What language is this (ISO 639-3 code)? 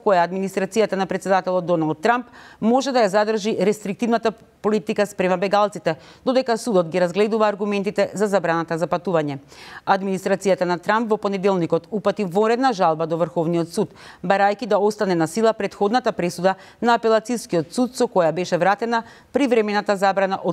mkd